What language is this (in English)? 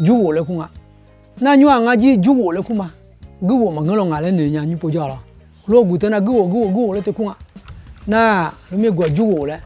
Akha